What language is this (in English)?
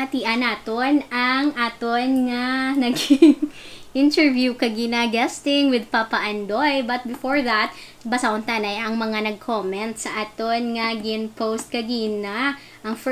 Hiligaynon